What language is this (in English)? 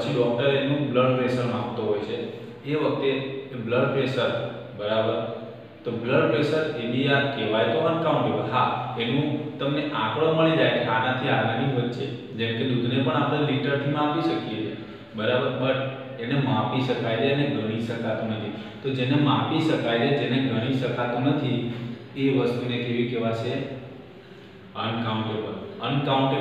Gujarati